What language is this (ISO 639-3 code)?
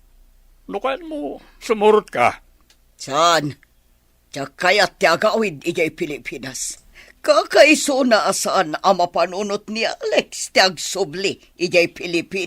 ilo